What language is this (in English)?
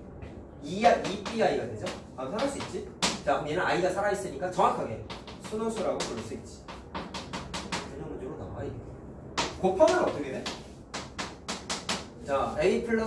Korean